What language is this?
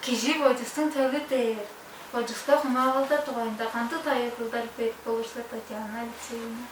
Tuvinian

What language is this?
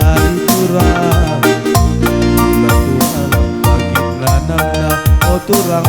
Batak Karo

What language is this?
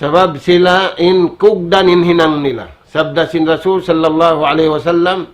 Tausug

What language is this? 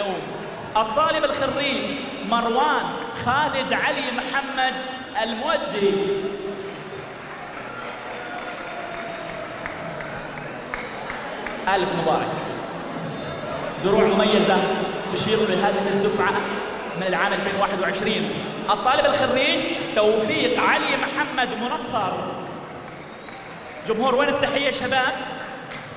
Arabic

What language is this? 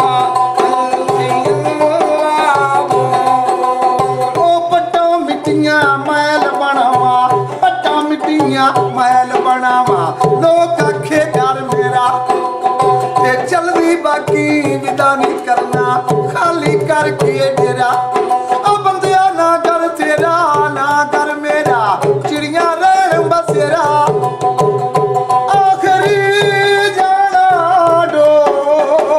Punjabi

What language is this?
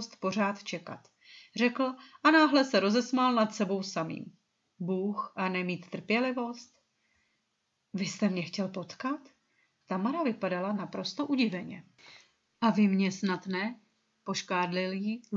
Czech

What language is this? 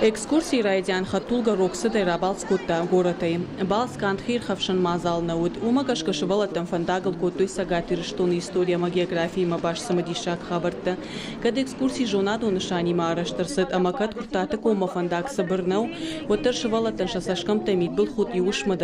Ossetic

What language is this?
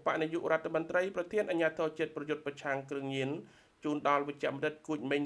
Khmer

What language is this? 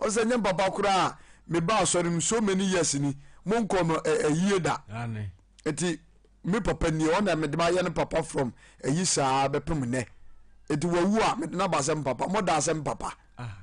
Akan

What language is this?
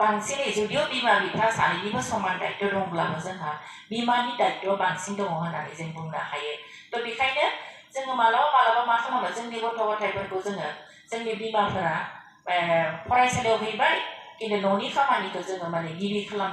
Bodo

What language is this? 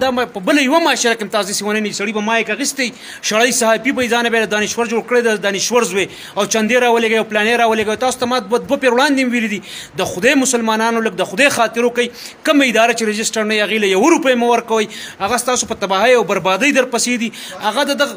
Pashto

